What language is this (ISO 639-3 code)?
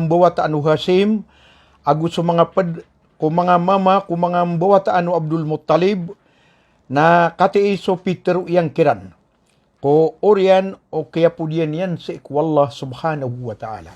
mrw